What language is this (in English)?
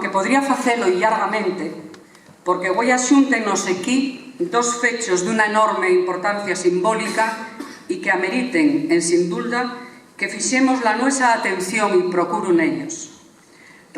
Asturian